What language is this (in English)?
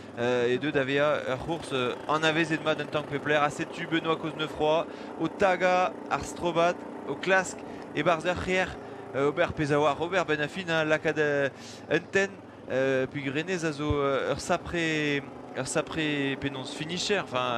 Breton